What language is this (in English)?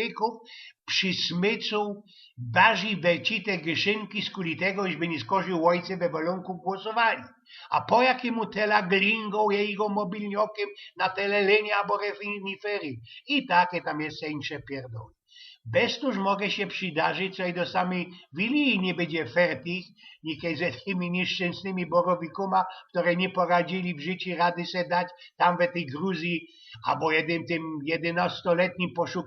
Silesian